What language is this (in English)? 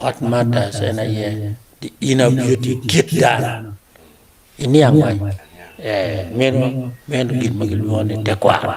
Acoli